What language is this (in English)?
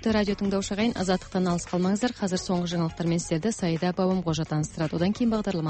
Kazakh